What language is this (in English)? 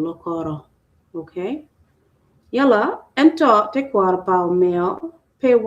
Acoli